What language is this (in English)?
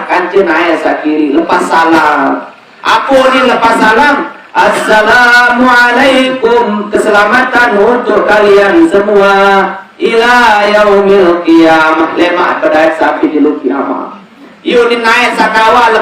Sasak